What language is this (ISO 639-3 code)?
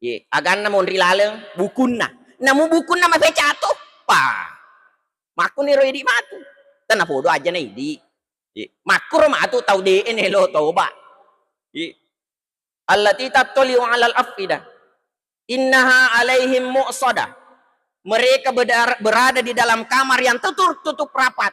bug